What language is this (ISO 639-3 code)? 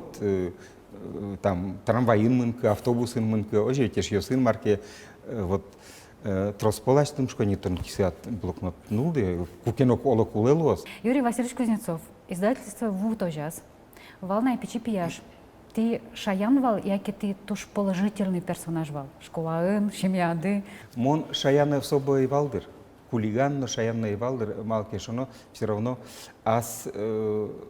udm